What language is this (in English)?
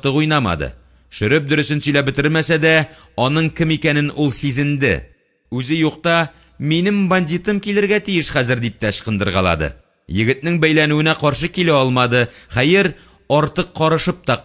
Tatar